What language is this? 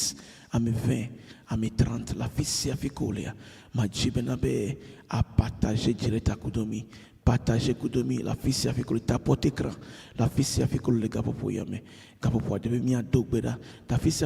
Ewe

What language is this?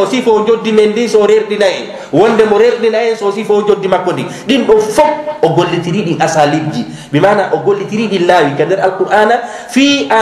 Fula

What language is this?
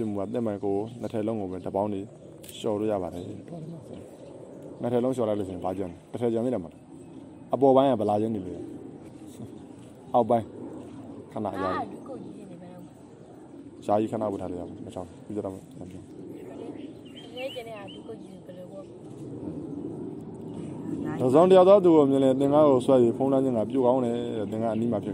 Burmese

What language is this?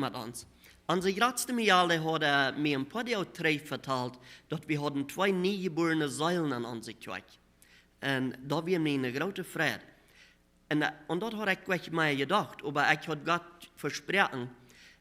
Plautdietsch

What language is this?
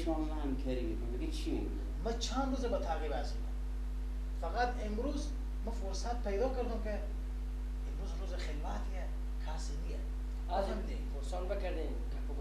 Persian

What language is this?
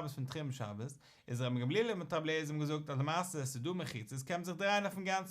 Yiddish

